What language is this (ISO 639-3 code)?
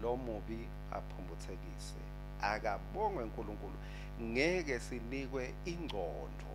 ssw